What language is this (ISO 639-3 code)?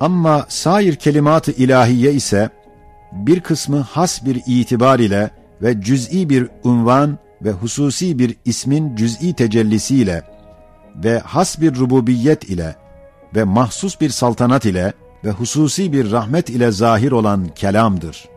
ota